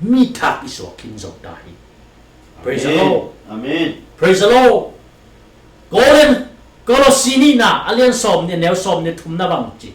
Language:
Tedim Chin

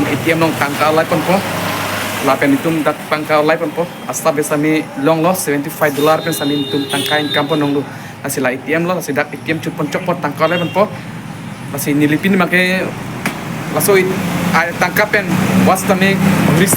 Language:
Karbi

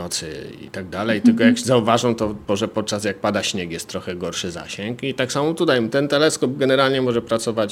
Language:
Polish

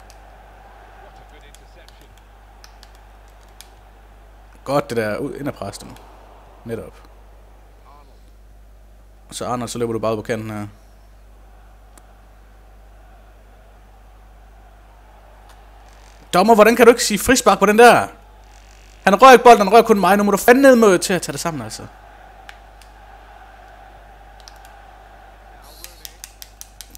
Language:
Danish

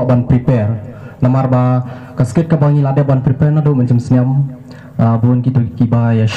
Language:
Khasi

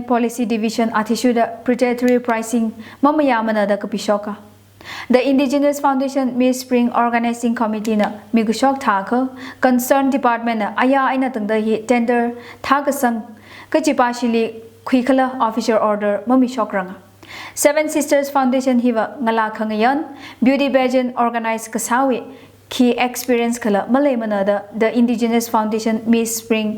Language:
Tangkhul Naga (India)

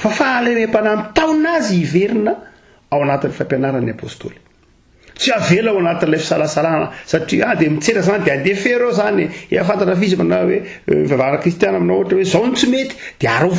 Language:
Malagasy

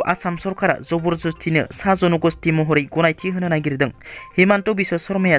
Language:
Bodo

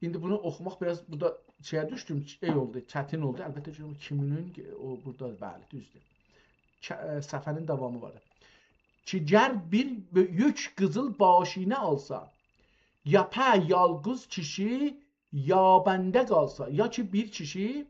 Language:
South Azerbaijani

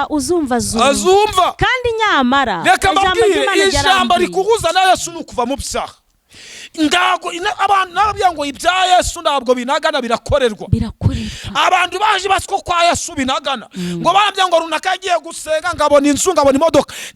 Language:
Kinyarwanda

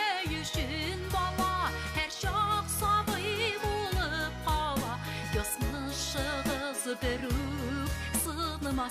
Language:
Bashkir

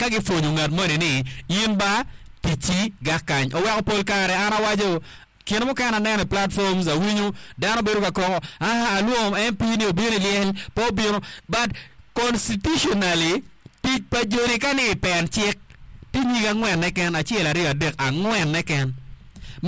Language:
Acoli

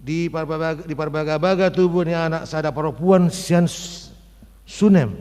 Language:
Batak Toba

